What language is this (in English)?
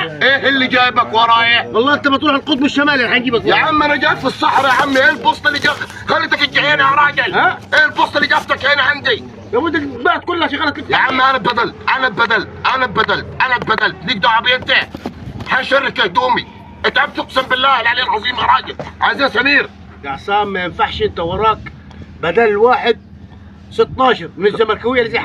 Egyptian Arabic